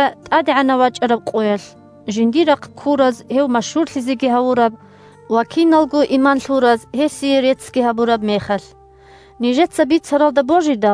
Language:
Avaric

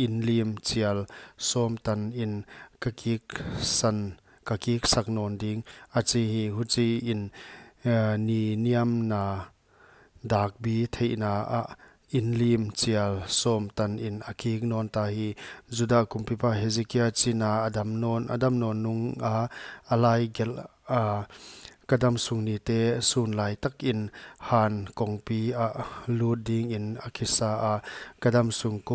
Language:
Paite Chin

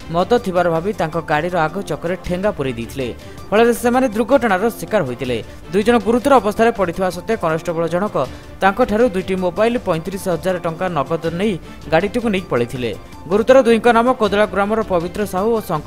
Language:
Odia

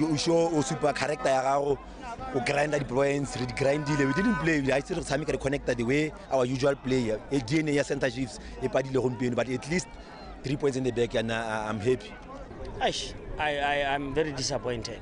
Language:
Tswana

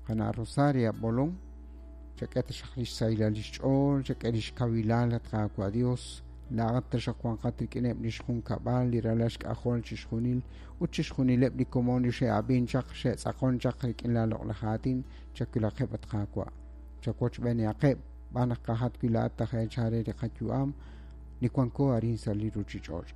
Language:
Kekchí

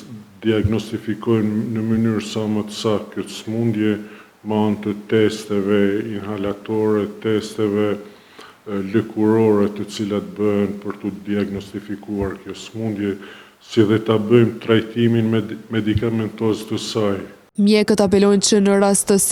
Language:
Albanian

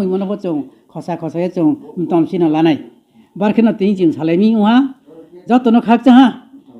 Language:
Riang (India)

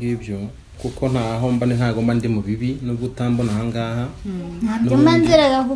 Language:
Kinyarwanda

